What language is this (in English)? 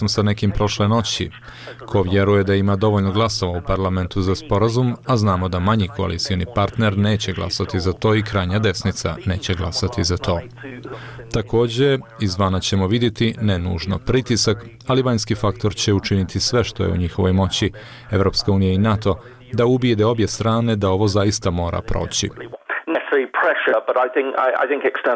Bosnian